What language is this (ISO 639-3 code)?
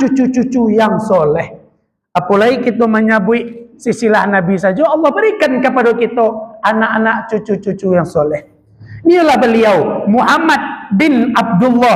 min